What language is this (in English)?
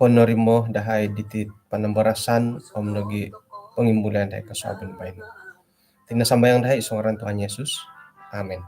Central Dusun